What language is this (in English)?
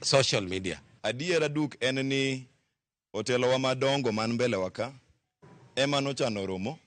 Luo (Kenya and Tanzania)